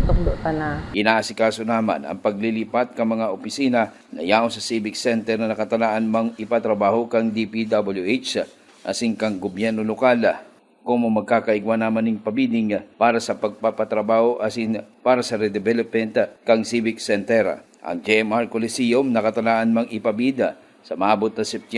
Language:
Bikol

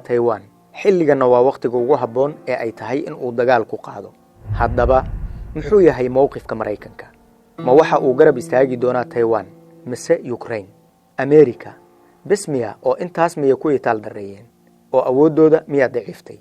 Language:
Somali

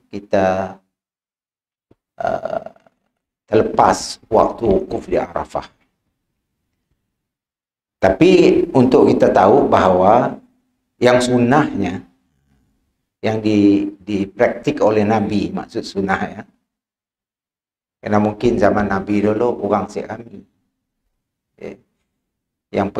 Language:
Malay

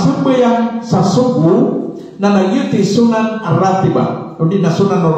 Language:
Maranao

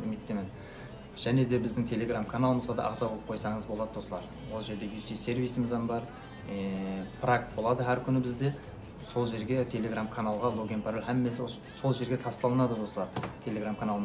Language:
Kara-Kalpak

